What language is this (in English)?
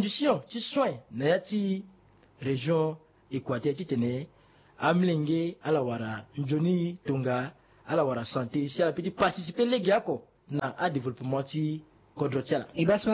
Sango